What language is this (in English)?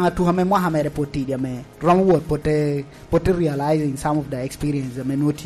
Lango (Uganda)